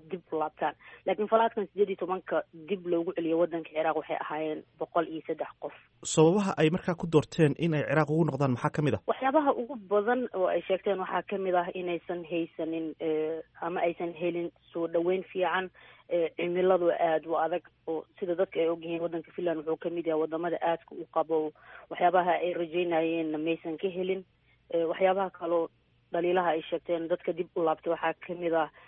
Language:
Somali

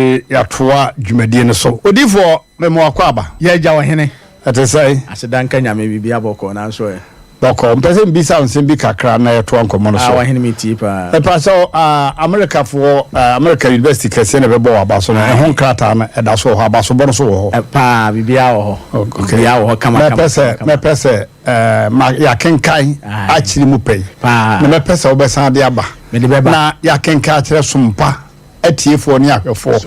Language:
Akan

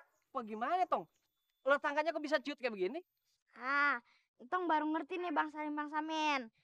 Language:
Betawi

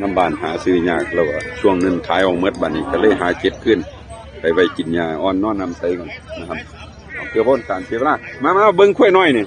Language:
Northeastern Thai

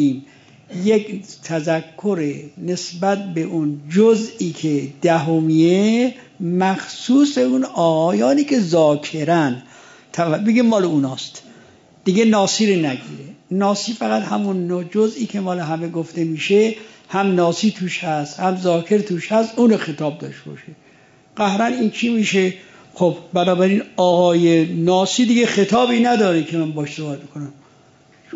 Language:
Persian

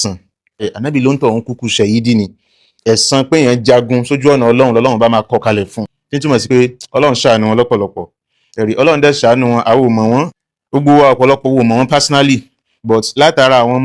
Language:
Yoruba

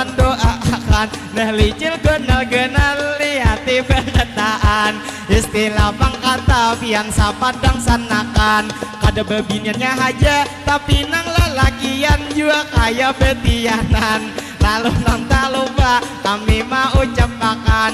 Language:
Banjar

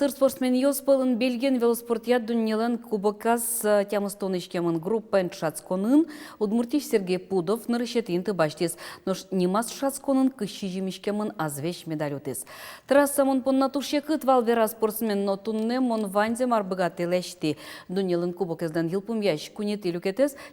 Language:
Udmurt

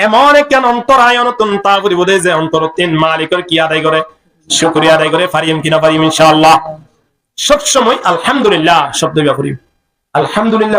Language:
Rohingya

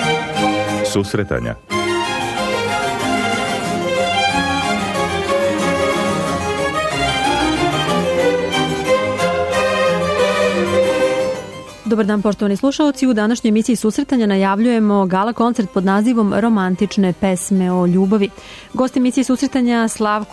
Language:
Serbian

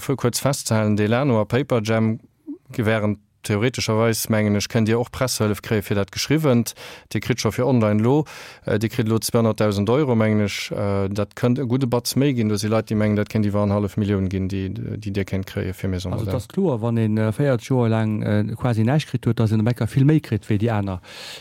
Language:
Luxembourgish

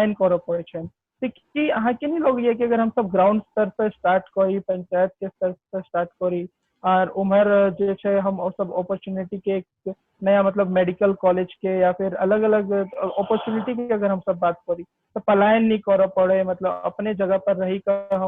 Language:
Maithili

